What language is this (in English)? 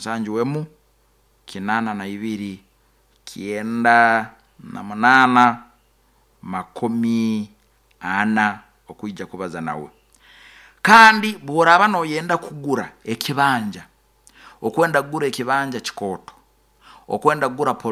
Nyoro